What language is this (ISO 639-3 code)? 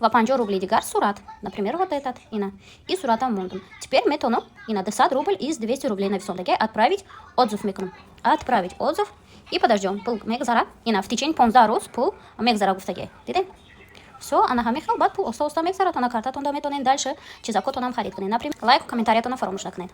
tgk